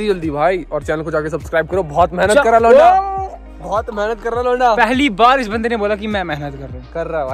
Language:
Hindi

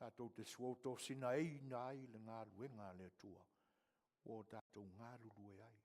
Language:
Samoan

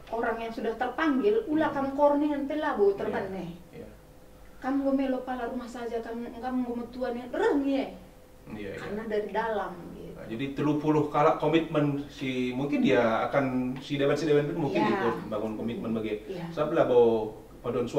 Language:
Batak Karo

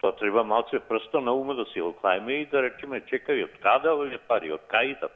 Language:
Macedonian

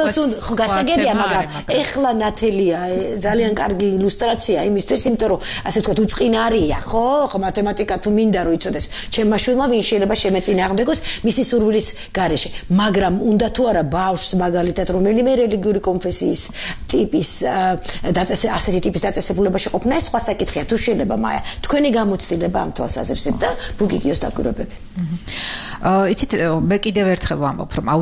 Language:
Georgian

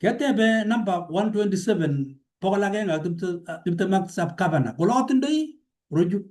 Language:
Kalenjin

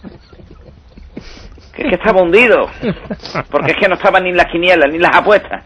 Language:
Spanish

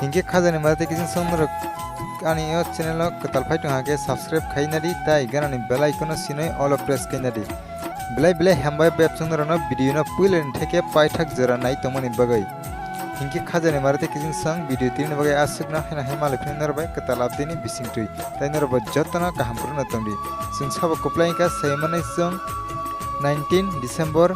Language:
Kok Borok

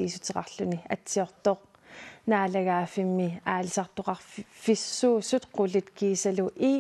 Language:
Kalaallisut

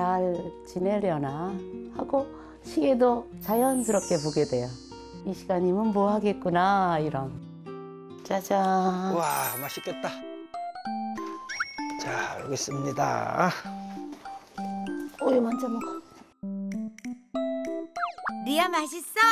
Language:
Korean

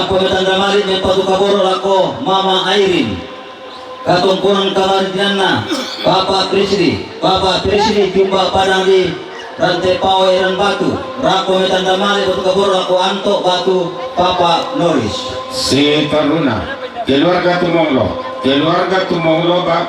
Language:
Toraja-Sa'dan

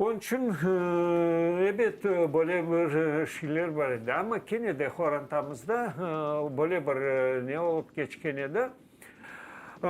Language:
Crimean Tatar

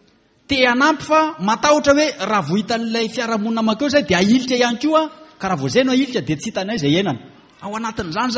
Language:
Malagasy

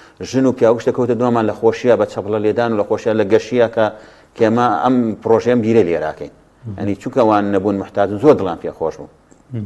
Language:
Central Kurdish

